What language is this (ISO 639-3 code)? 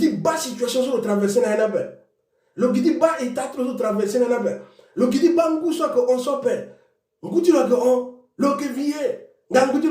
sag